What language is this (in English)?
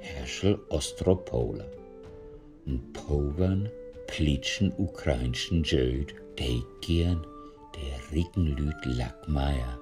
Low German